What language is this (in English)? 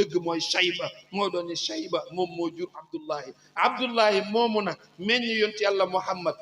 Wolof